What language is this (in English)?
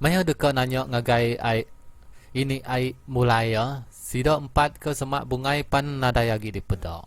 Iban